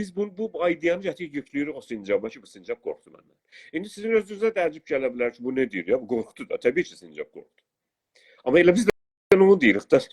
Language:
South Azerbaijani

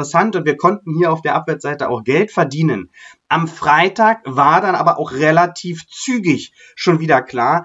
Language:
German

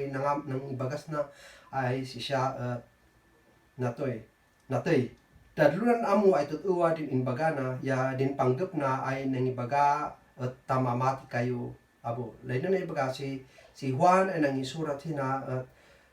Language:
Kankanaey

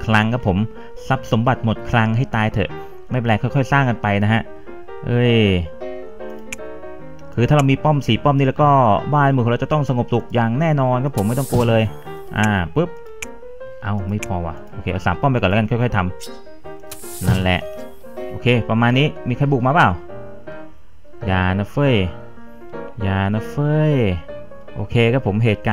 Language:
Thai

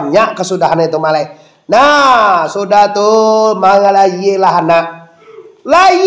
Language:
Minangkabau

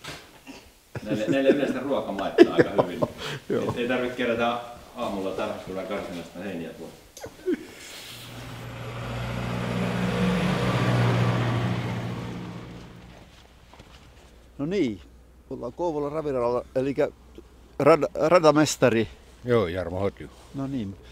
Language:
Finnish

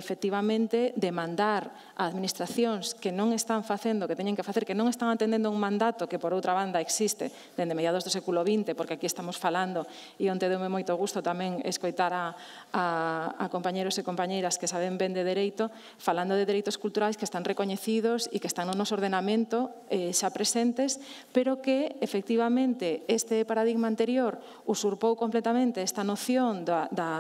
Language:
Galician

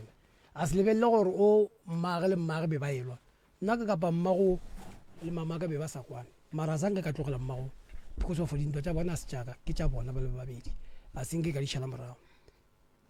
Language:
Northern Sotho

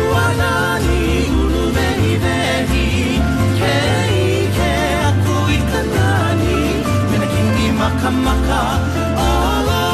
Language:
Hawaiian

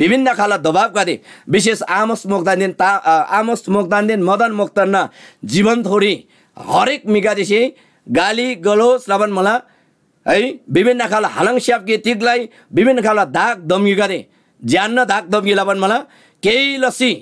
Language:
Eastern Tamang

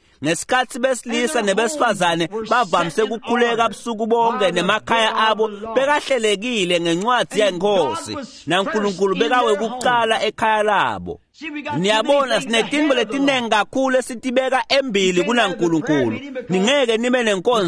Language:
Swati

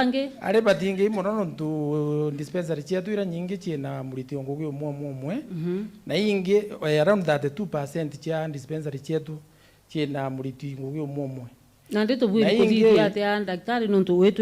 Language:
Meru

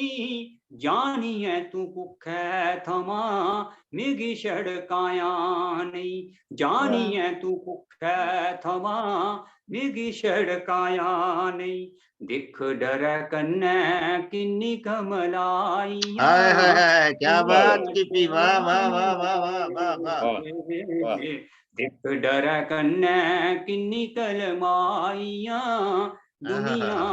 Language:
Dogri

